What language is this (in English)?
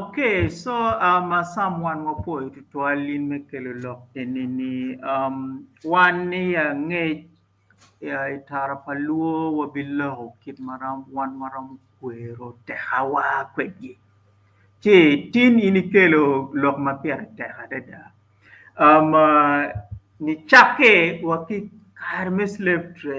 Acoli